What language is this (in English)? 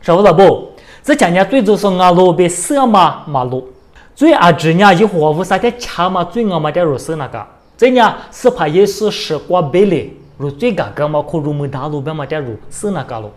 Lisu